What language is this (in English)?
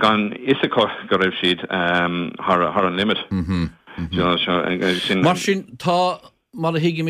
Irish